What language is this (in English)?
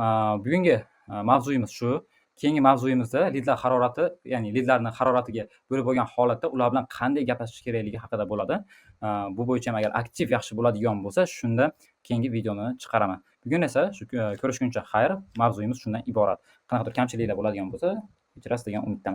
Uzbek